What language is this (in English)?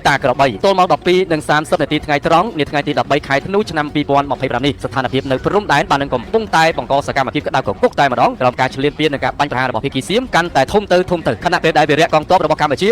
Khmer